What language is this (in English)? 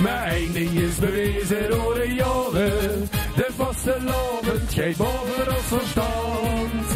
Limburgish